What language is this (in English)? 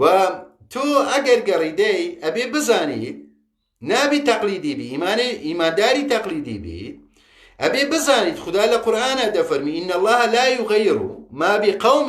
Central Kurdish